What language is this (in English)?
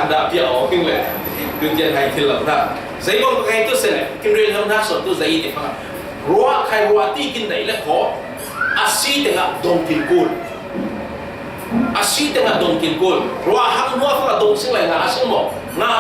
Falam Chin